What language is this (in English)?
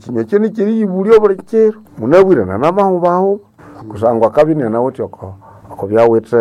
Nande